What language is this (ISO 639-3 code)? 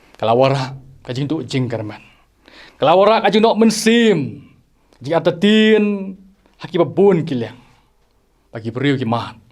kha